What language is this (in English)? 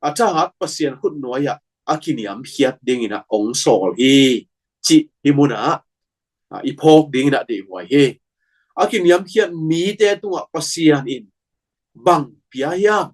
Tedim Chin